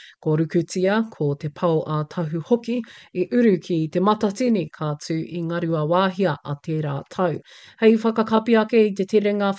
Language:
Māori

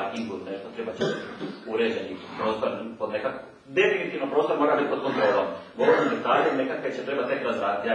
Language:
Croatian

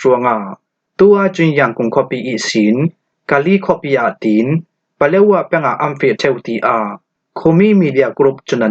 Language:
Falam Chin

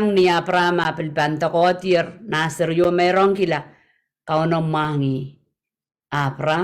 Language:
Pohnpeian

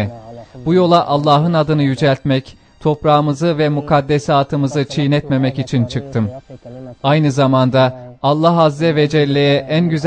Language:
Turkish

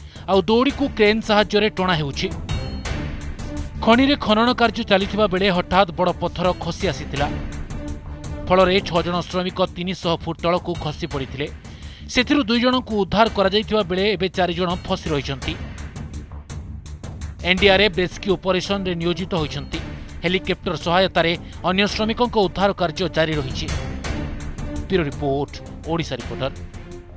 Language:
Odia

